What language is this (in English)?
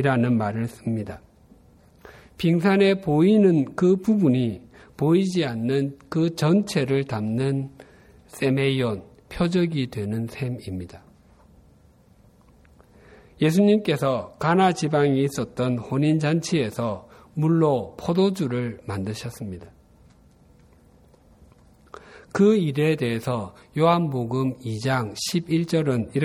Korean